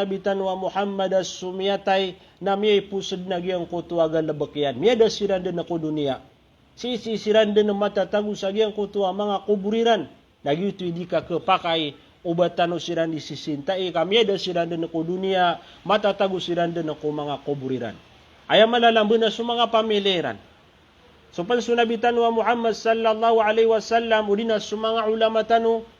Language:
Maranao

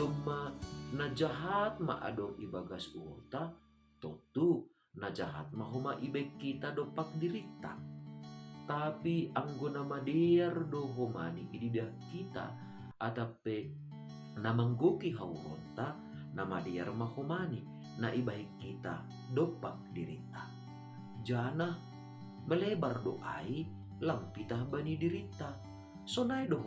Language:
Batak Simalungun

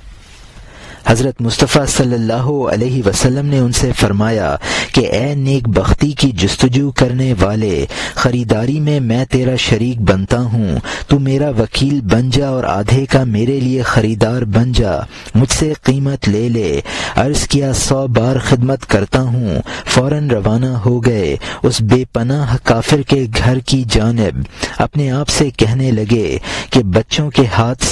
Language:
Urdu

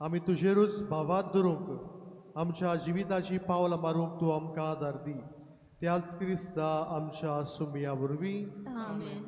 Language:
Konkani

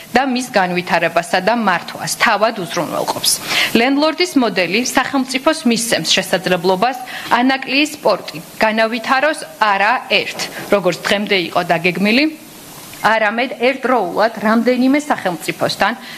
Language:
Georgian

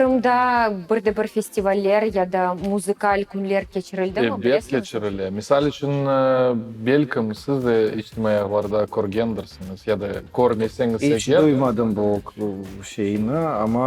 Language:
Crimean Tatar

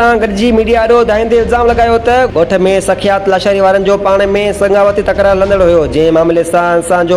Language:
Sindhi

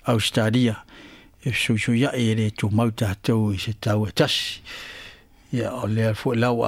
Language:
Samoan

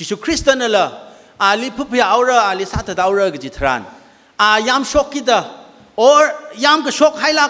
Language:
Tangkhul Naga (India)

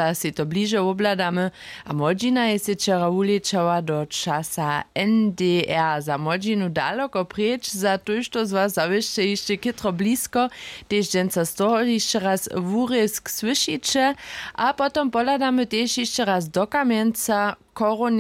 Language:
Upper Sorbian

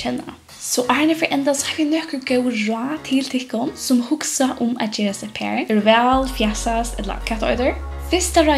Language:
Faroese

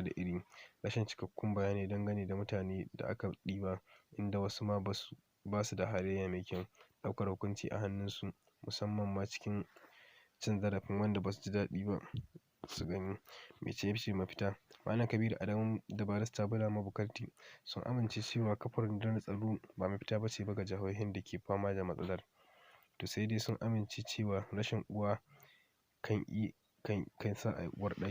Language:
Hausa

